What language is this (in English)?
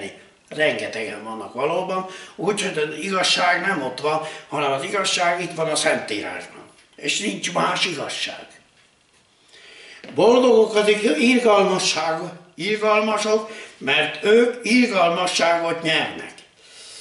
Hungarian